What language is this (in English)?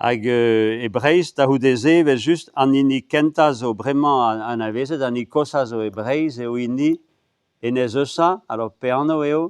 Breton